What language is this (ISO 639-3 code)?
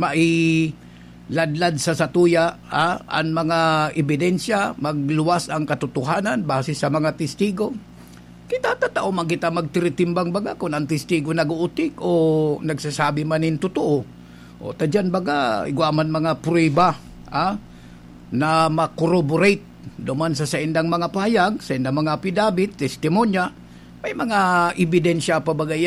bik